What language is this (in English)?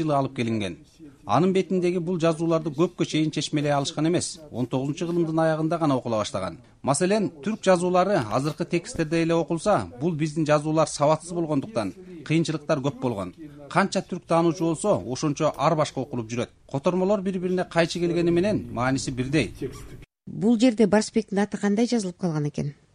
Kyrgyz